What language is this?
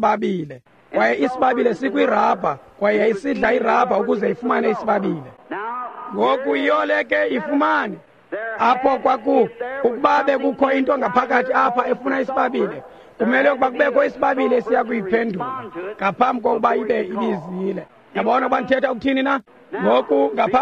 Xhosa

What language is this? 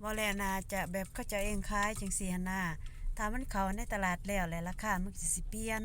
Lao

